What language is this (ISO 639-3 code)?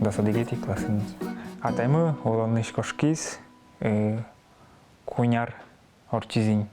udm